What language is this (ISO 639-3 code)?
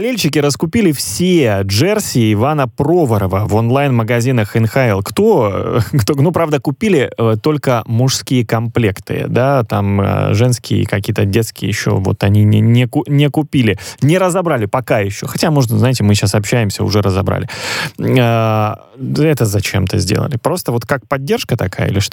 rus